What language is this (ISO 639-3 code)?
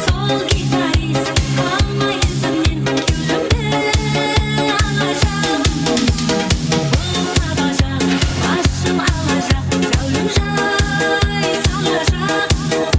kaa